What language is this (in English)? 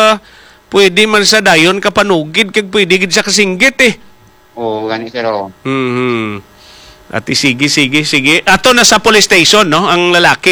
Hiligaynon